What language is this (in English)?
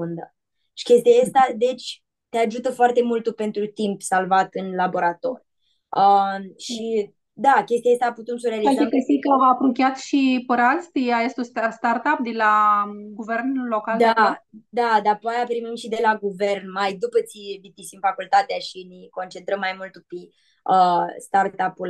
Aromanian